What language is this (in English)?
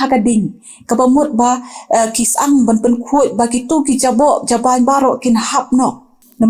Khasi